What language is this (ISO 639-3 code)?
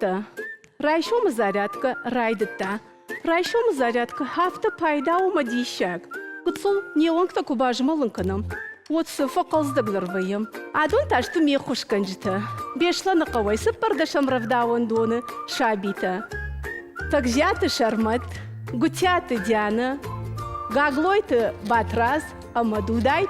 oss